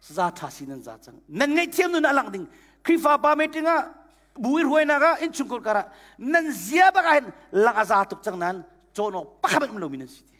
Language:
Hakha Chin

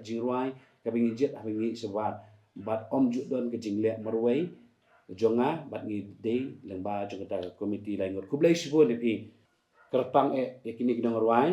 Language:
Khasi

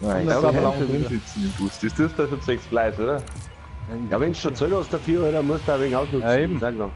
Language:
Bavarian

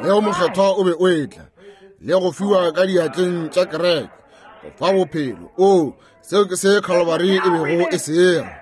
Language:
Northern Sotho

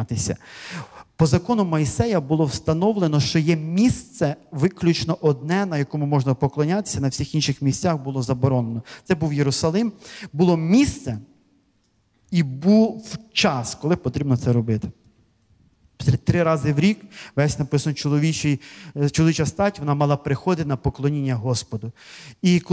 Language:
Ukrainian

